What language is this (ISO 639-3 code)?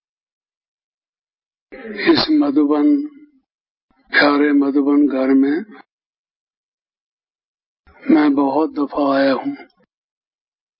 hin